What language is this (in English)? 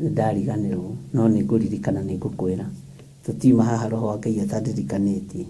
Kikuyu